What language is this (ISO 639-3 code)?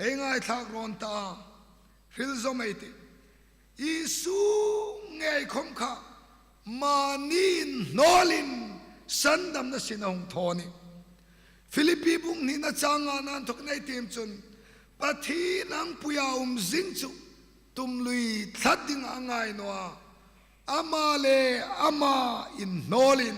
hmr